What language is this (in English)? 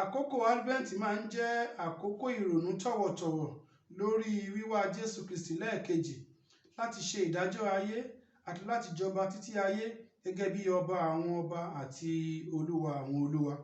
Yoruba